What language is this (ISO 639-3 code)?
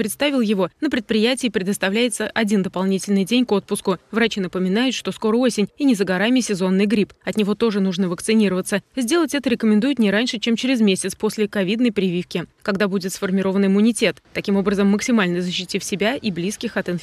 rus